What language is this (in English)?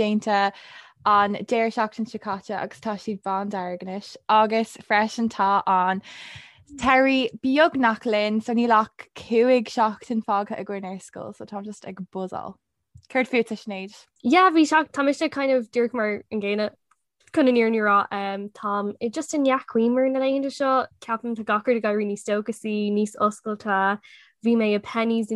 Irish